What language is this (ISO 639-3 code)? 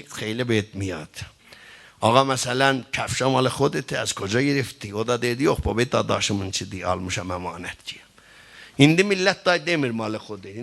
azb